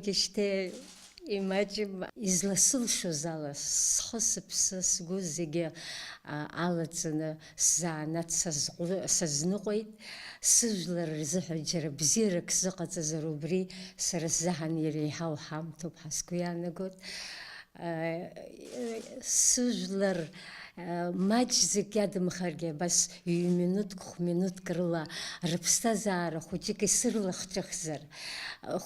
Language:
Abkhazian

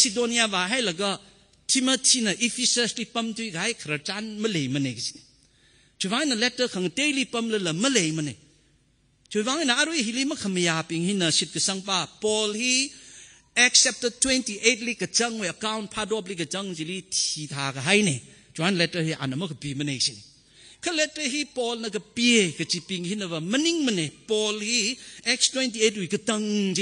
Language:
Tangkhul Naga (India)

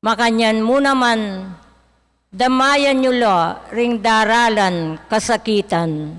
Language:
Pampanga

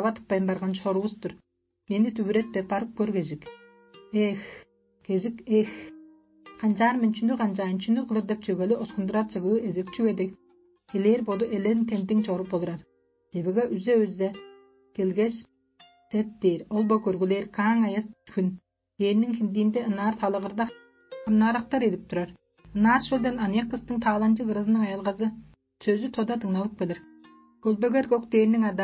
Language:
Tuvinian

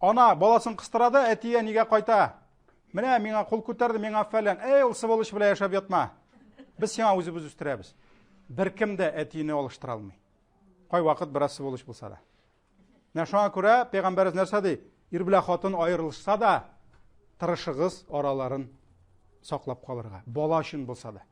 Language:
Tatar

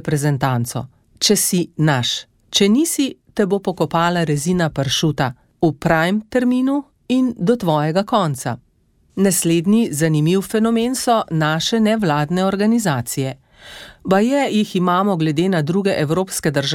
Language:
Slovenian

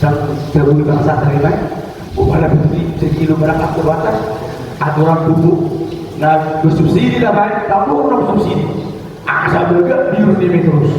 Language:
Batak Toba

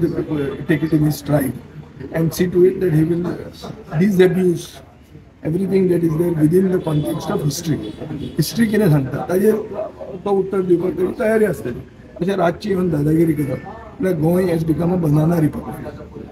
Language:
Konkani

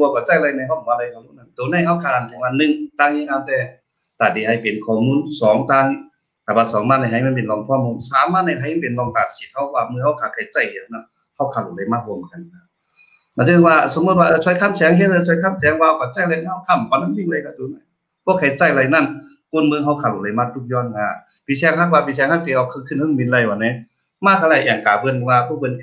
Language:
Shan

